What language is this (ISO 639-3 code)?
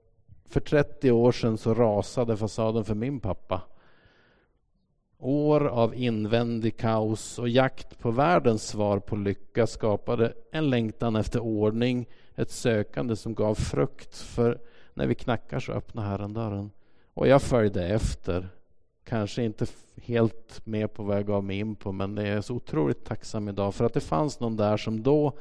swe